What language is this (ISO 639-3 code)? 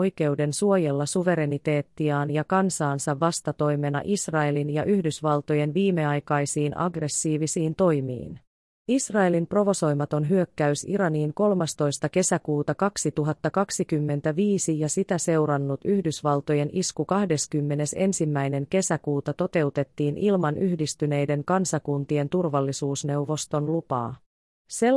fin